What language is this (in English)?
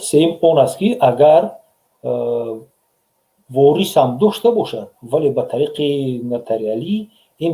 Tajik